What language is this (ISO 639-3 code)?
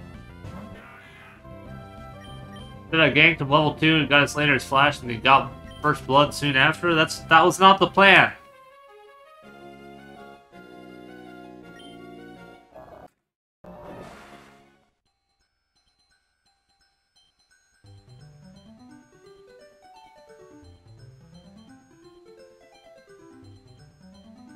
eng